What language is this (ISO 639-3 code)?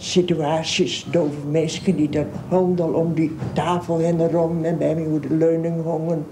fry